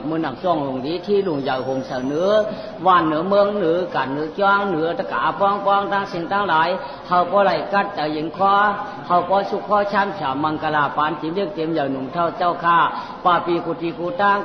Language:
Shan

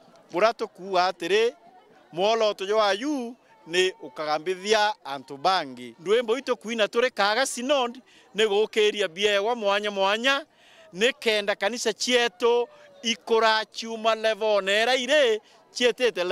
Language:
Meru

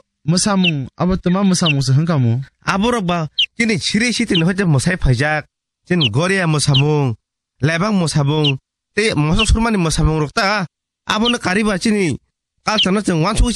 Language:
Kok Borok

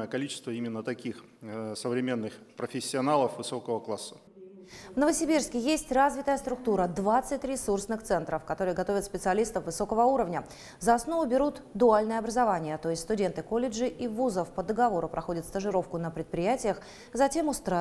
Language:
Russian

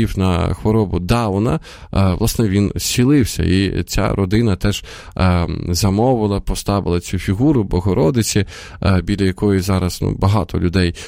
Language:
Ukrainian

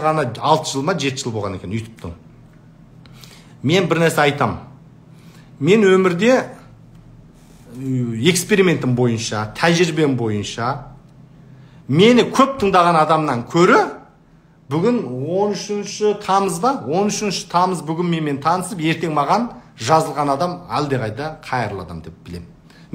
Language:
Kazakh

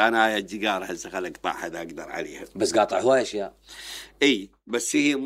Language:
Mesopotamian Arabic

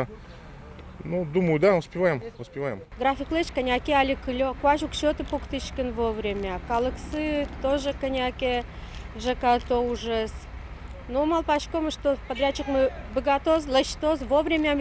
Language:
Udmurt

